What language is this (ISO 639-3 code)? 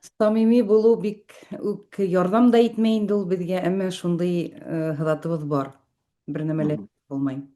bak